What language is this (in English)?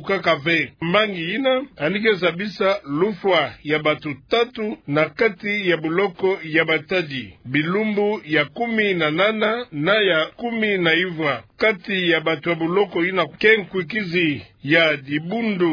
Kituba (Democratic Republic of Congo)